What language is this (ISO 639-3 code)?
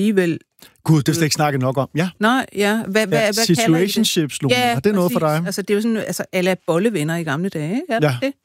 dan